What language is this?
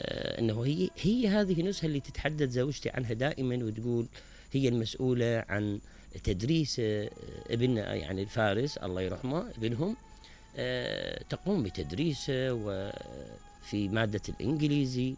Mesopotamian Arabic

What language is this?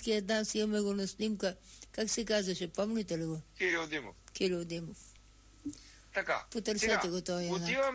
Bulgarian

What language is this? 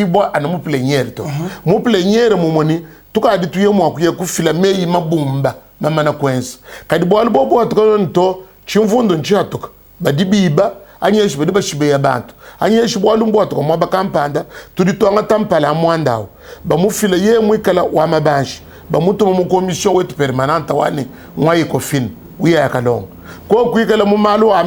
Luba-Lulua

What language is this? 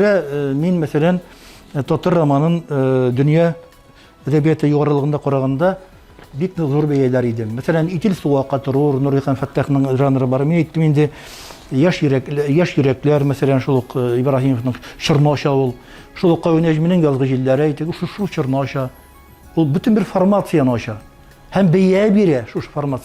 Tatar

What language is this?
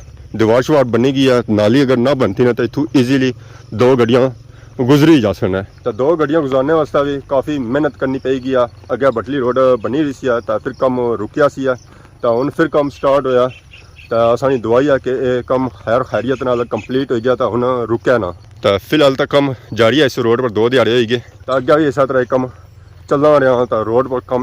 Pahari-Potwari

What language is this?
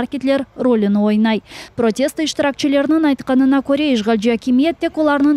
Crimean Tatar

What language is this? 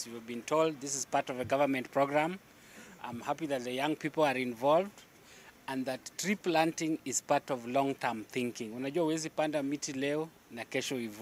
Meru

